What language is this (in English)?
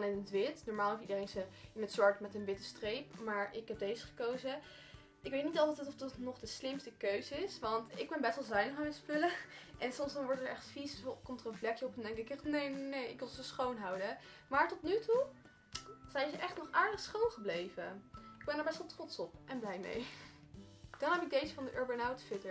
Dutch